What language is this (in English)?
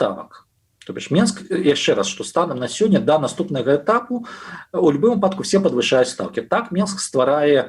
Belarusian